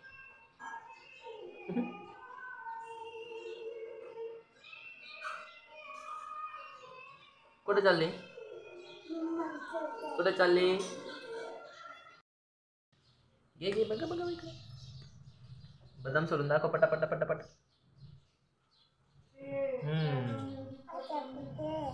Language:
Marathi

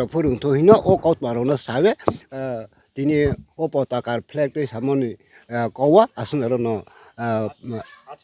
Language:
Riang (India)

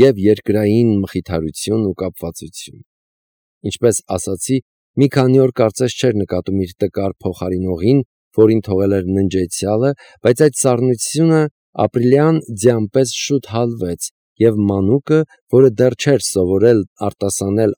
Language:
Armenian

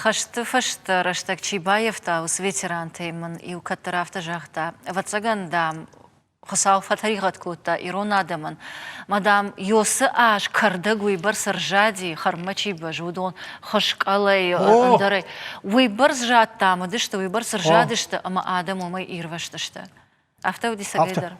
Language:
Ossetic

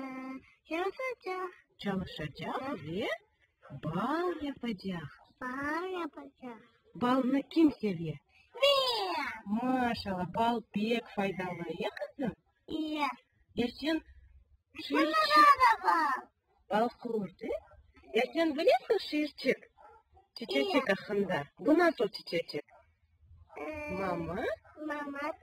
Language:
Crimean Tatar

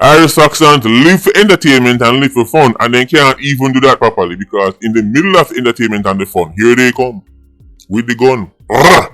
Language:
Jamaican Creole English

